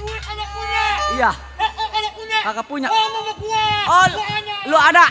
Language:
Betawi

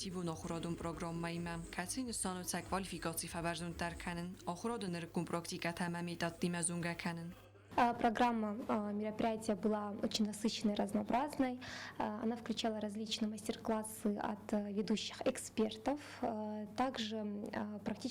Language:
Ossetic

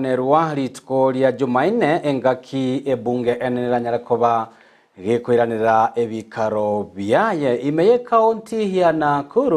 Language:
Gusii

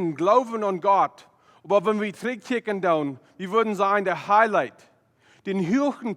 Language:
Plautdietsch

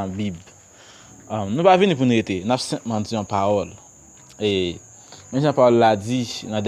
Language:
Haitian Creole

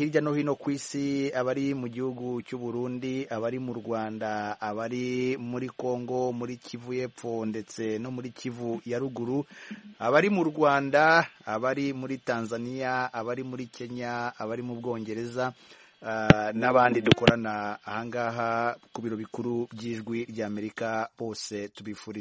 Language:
Kinyarwanda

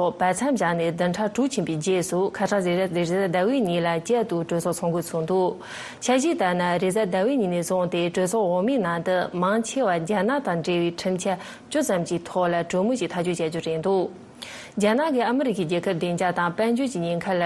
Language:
Tibetan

